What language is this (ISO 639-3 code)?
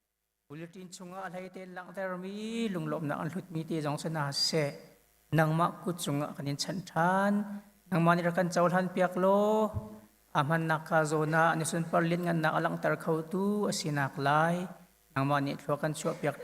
cnh